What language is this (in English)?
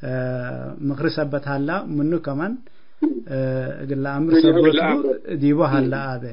Tigre